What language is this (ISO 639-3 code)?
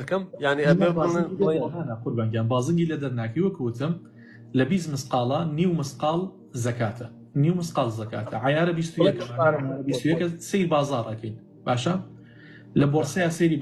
ckb